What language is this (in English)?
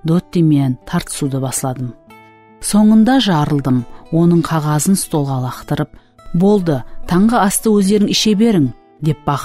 Kara-Kalpak